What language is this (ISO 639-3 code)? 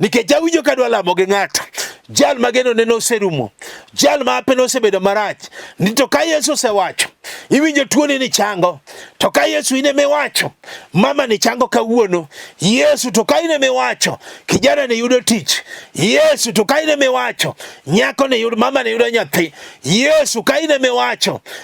luo